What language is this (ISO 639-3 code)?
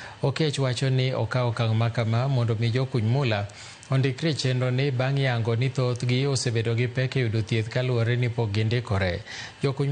luo